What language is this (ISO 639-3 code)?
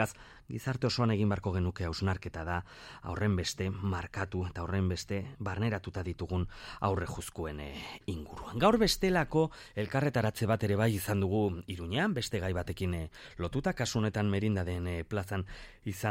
eus